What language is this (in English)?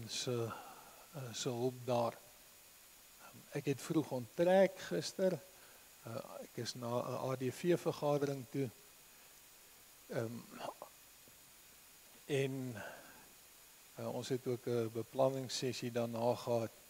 Afrikaans